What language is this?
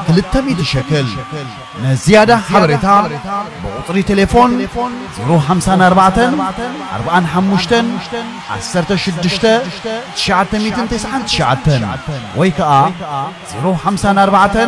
Tigrinya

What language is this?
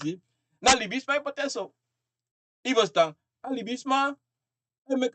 Sranan Tongo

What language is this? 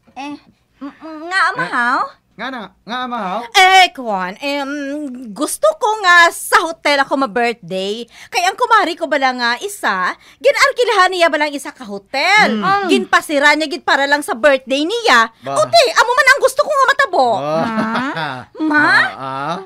Hiligaynon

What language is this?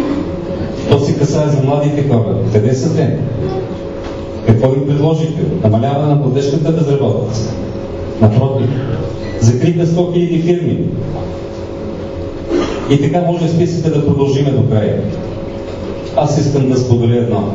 Bulgarian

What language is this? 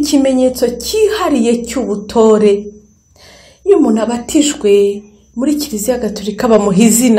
Kinyarwanda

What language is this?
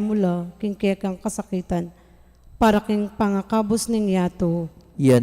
Pampanga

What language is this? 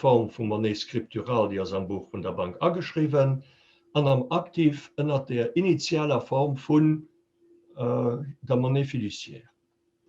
Luxembourgish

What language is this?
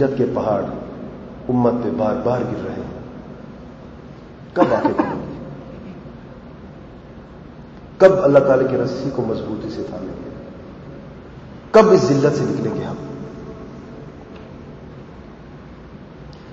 Urdu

